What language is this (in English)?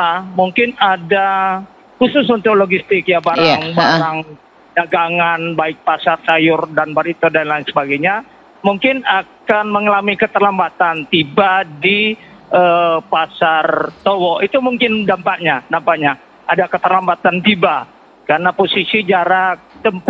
Indonesian